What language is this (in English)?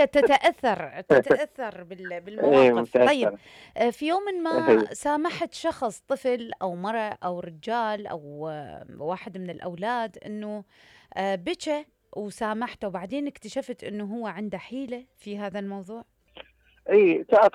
Mesopotamian Arabic